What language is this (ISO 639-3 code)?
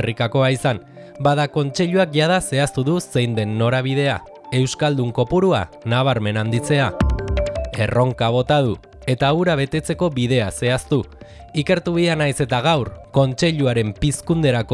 eus